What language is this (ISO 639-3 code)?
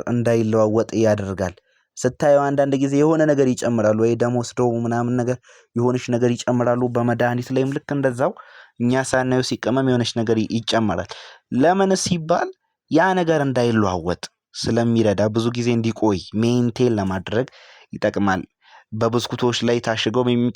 amh